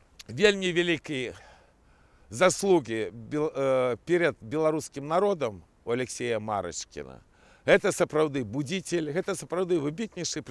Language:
Belarusian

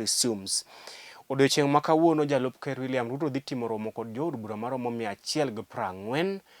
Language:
Luo (Kenya and Tanzania)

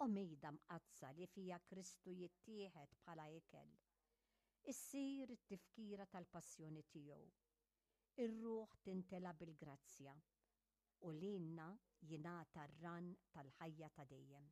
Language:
Maltese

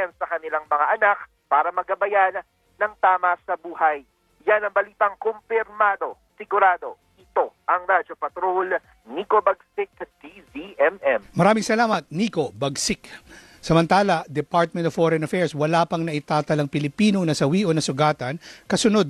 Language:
Filipino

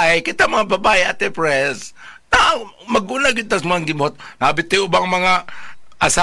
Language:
Cebuano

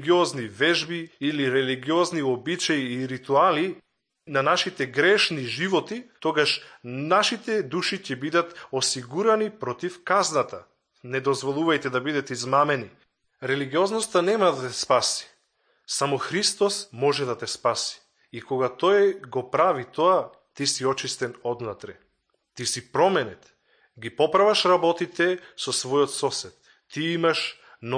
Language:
Macedonian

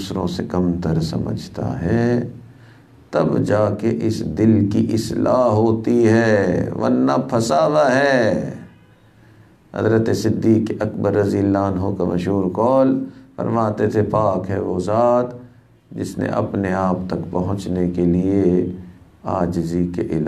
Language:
Urdu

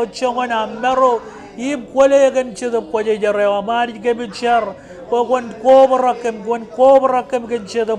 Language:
Marshallese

